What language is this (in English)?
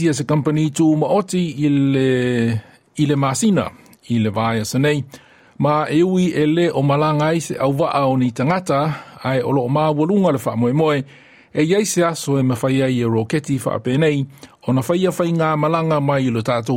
Samoan